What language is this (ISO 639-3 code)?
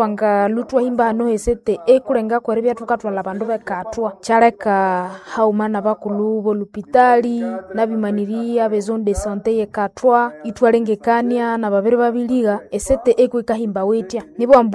nnb